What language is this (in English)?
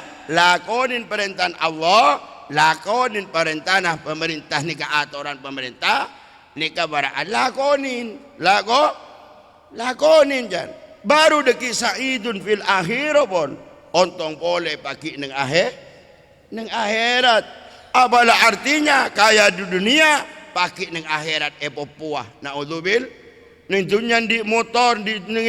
Madurese